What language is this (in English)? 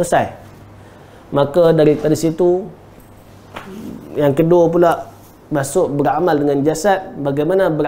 Malay